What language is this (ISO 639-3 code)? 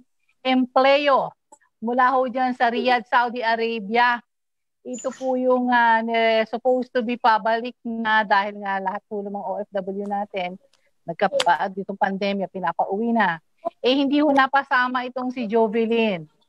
fil